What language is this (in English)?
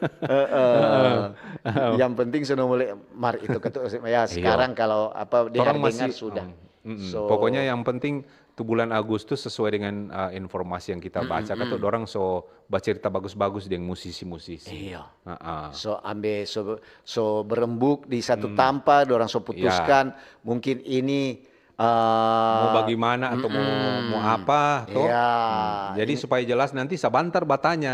Manado Malay